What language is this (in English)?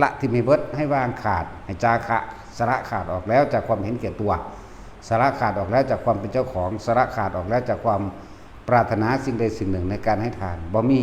Northeastern Thai